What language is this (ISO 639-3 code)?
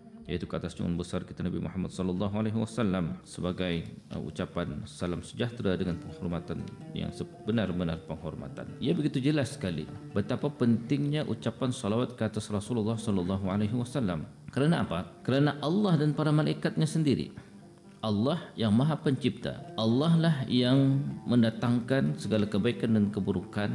msa